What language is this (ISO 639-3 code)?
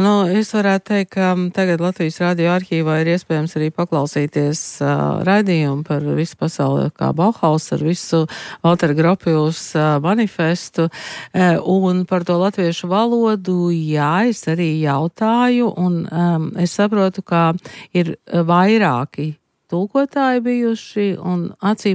lav